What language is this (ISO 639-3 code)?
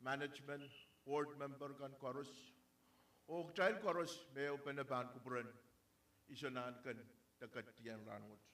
pon